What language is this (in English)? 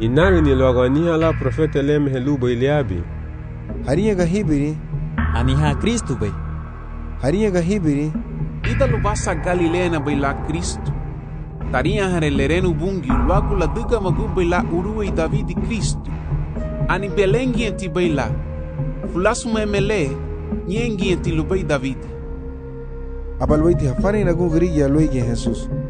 Garifuna